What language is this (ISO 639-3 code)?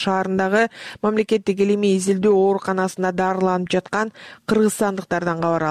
kir